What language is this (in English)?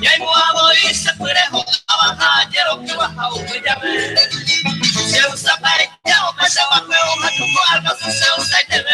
Guarani